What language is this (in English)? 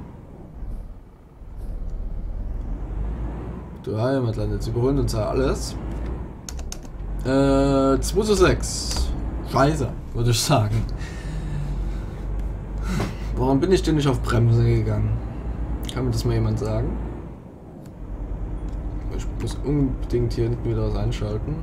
German